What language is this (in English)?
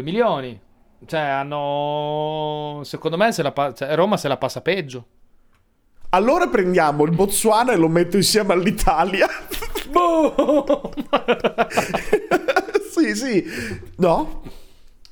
Italian